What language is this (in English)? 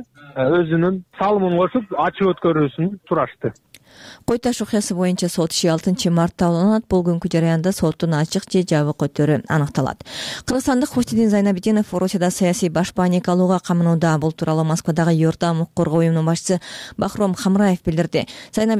Kyrgyz